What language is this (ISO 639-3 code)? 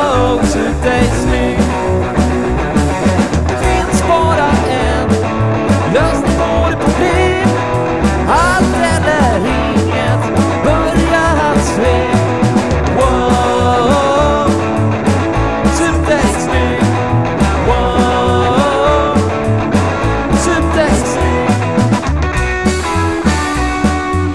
swe